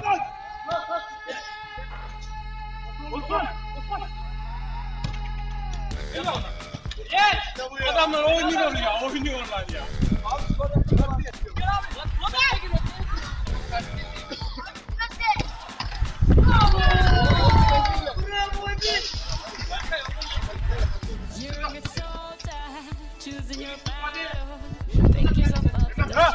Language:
Turkish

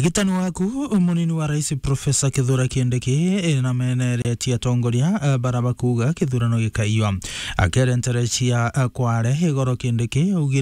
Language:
Meru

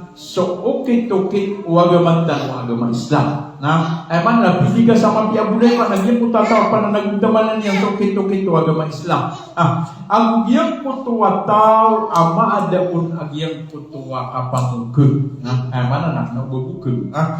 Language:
Maranao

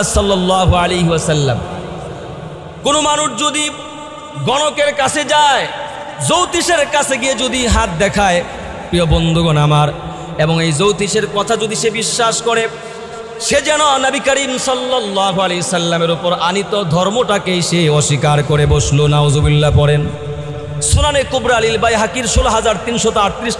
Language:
Bangla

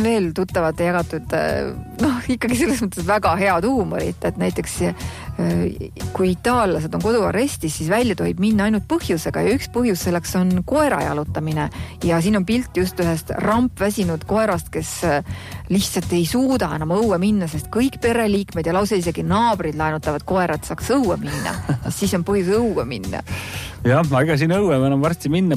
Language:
Estonian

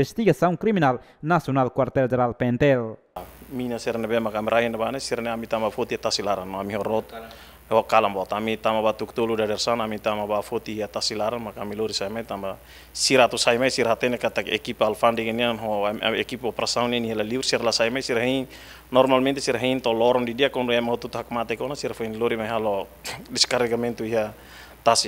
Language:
Tetum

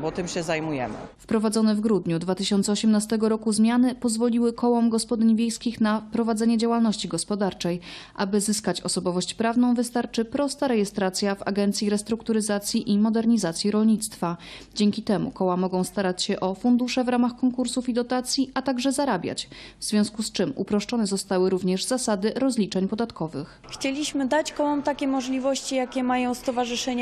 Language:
Polish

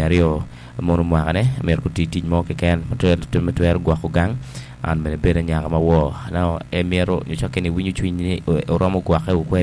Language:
Acoli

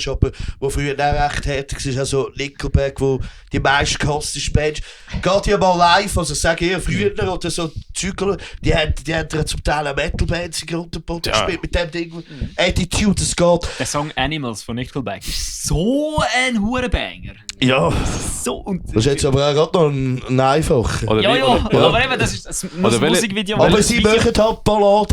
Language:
Swiss German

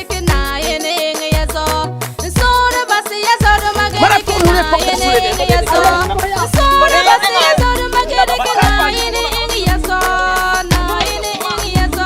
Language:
Frafra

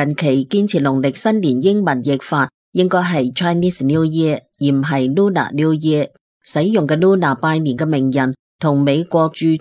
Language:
Cantonese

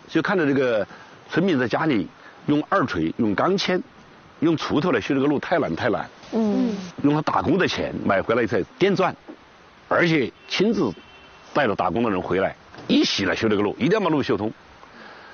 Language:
Chinese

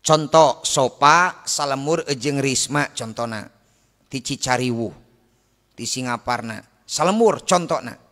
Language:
Sundanese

